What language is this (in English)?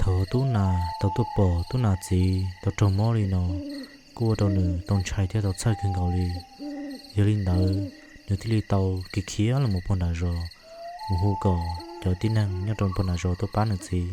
Hmong